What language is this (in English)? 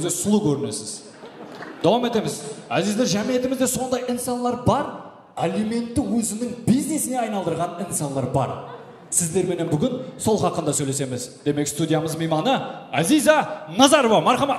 Kara-Kalpak